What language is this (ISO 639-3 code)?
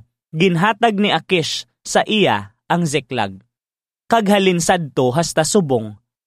hil